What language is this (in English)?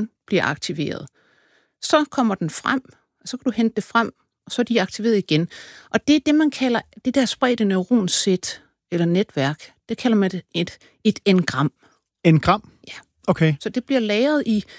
Danish